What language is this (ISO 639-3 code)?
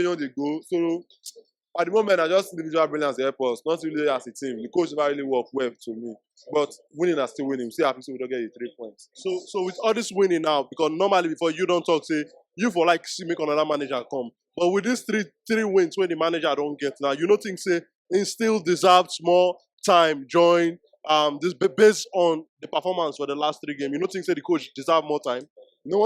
pcm